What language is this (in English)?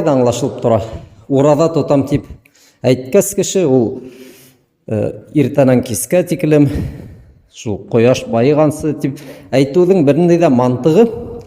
Bashkir